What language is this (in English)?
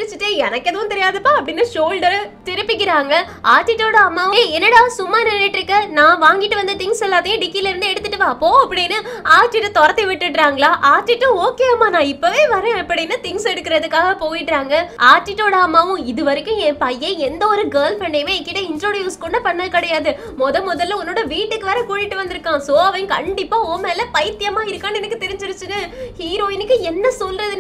Tamil